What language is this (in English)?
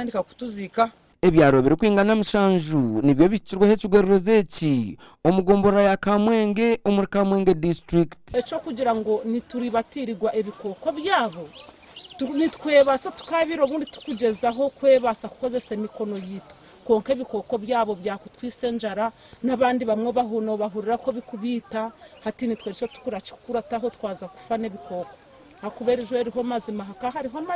Nyankole